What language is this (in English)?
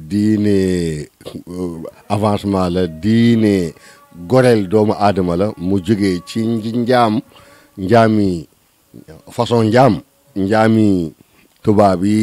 Wolof